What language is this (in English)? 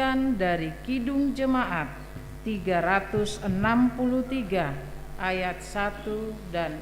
Batak Simalungun